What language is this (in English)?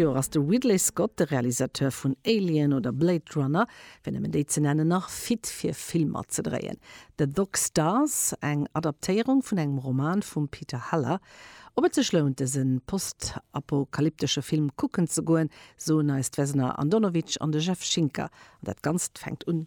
Luxembourgish